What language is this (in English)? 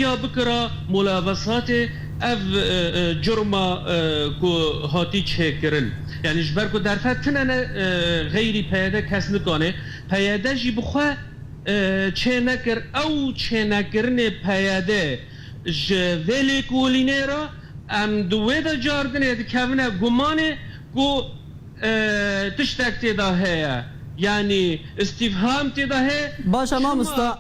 Kurdish